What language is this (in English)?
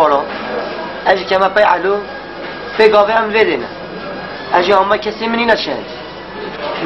Kurdish